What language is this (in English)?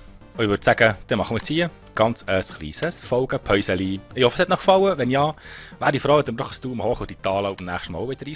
Swiss German